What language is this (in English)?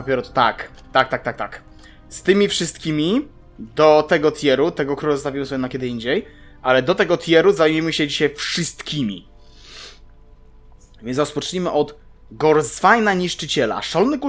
Polish